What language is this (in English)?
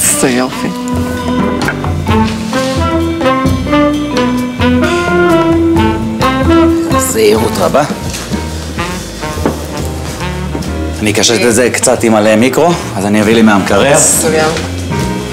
Hebrew